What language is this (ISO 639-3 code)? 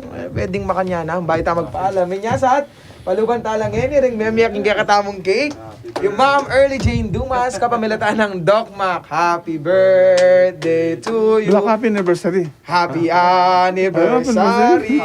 pam